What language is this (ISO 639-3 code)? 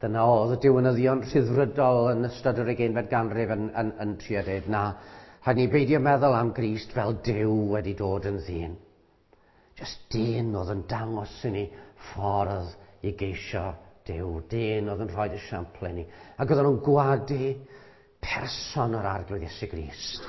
cym